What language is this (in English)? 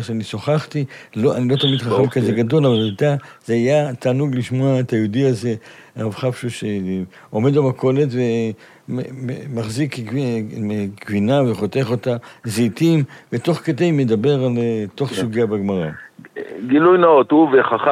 Hebrew